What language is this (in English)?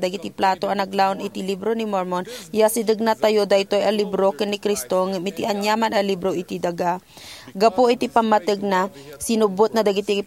Iloko